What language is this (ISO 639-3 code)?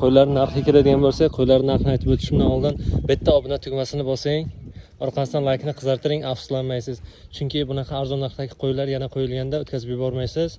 uzb